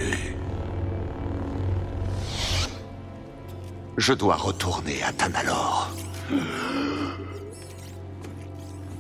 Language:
French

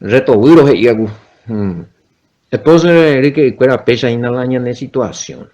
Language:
Guarani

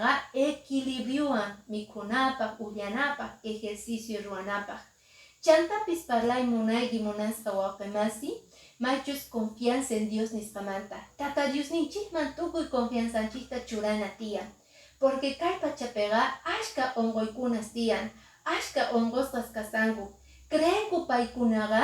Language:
Quechua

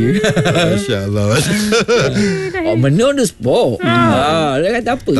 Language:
Malay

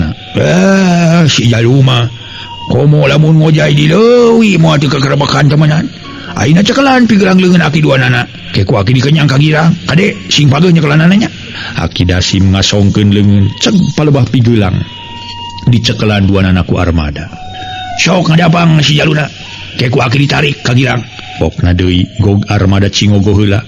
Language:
Sundanese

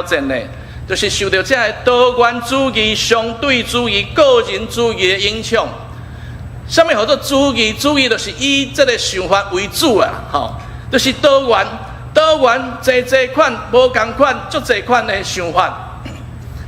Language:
Min Nan Chinese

